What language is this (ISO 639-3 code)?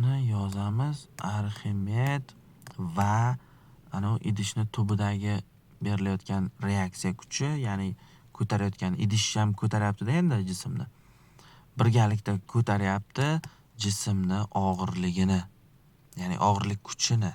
uzb